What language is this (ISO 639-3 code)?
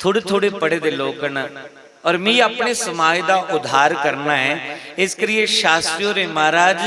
doi